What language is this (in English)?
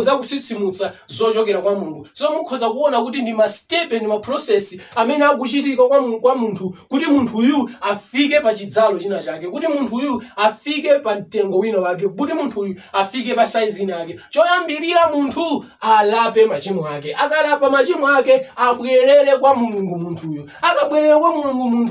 Nyanja